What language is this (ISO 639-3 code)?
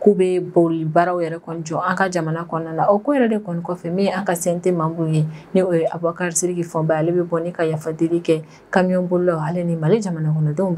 bam